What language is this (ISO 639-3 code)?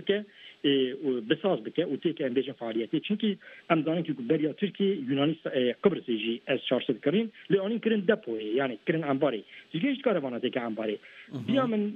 kur